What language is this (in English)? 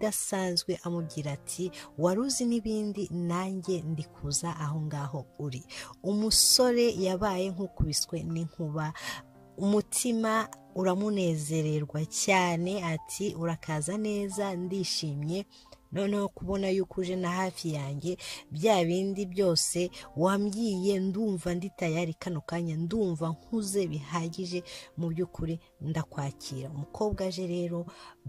Kinyarwanda